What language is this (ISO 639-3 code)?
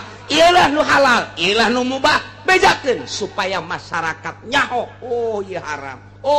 sun